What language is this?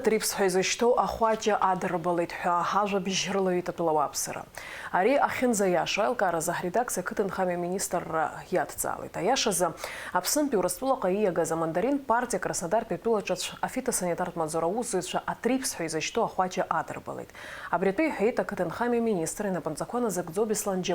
Abkhazian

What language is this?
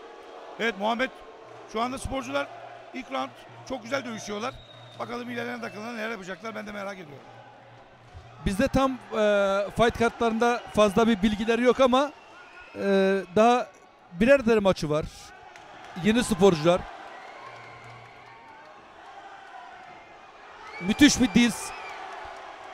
Turkish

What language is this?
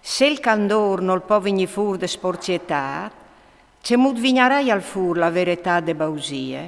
Friulian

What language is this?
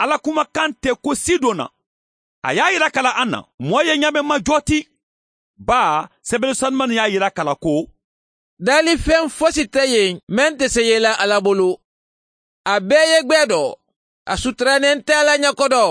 Mandingo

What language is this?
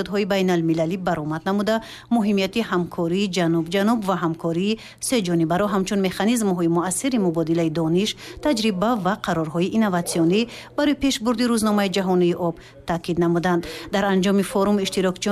Tajik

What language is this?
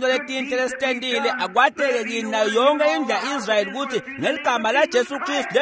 Swati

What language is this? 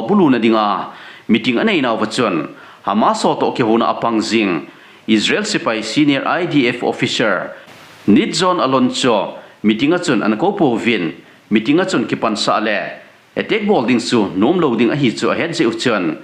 Thado Chin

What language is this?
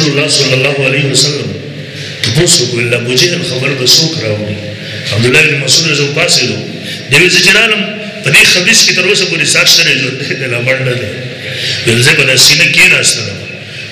Pashto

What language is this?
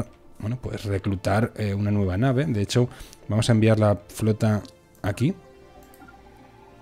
Spanish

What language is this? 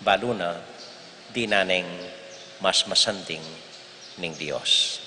Pampanga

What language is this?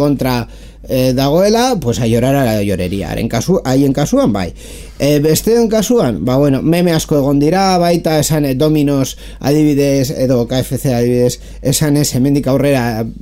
Basque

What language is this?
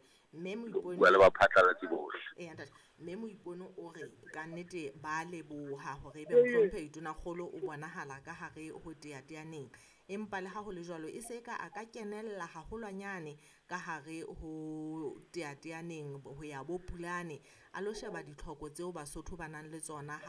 Southern Sotho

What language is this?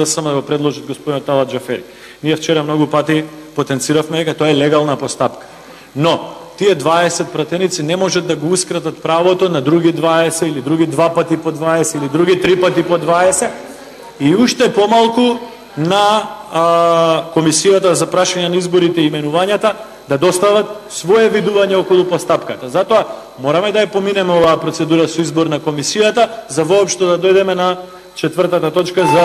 Macedonian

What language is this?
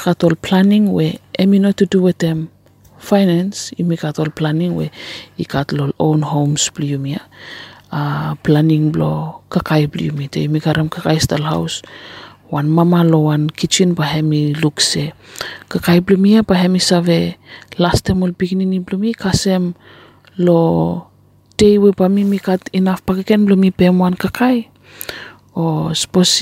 Bislama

